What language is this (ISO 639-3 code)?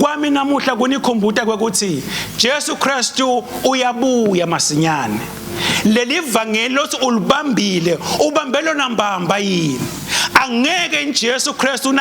ssw